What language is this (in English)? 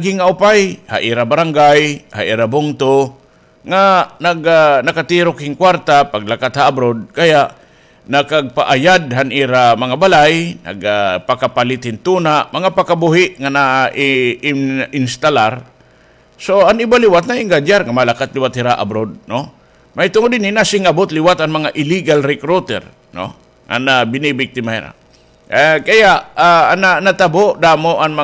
Waray